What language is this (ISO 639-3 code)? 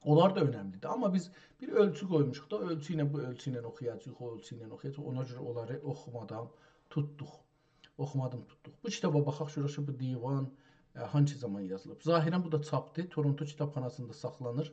azb